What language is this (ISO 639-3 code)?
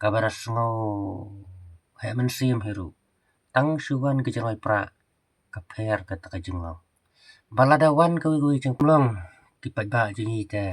kha